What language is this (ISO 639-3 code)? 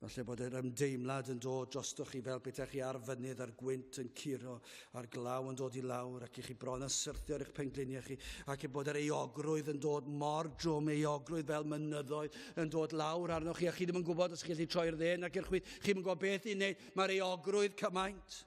cym